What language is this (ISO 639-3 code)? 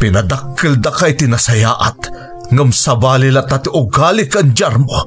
ilo